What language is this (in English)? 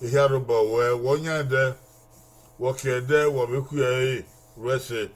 Bini